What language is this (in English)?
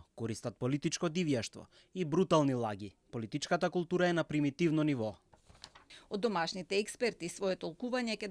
Macedonian